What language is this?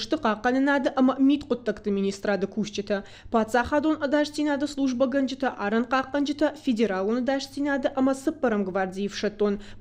Ossetic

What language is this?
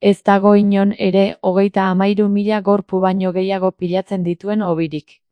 Basque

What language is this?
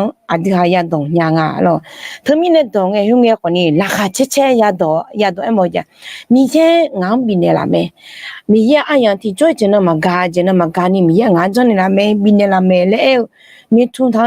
Akha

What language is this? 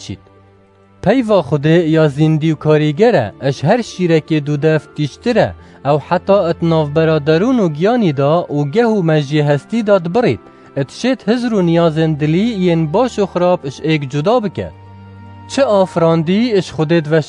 Kurdish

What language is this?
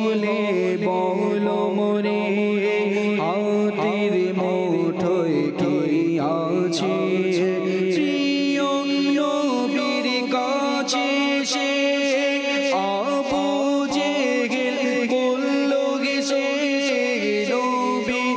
Bangla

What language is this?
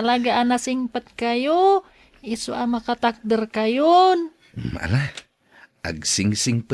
Iloko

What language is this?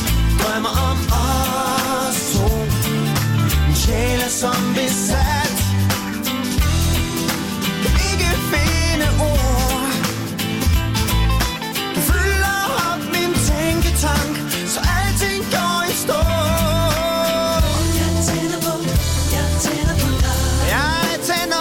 Danish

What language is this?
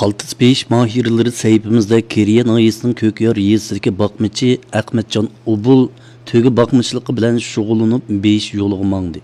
Uyghur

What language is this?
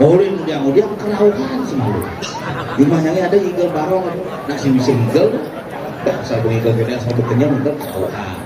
Balinese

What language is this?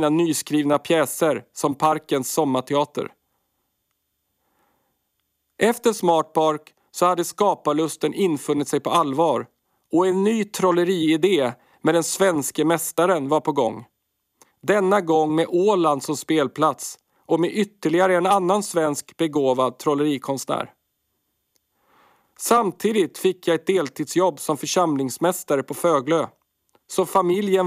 Swedish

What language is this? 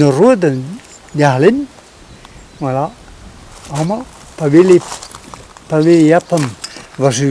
Breton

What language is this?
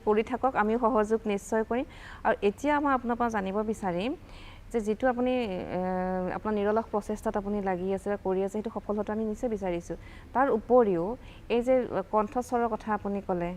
Assamese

